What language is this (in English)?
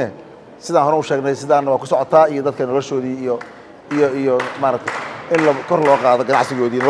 Somali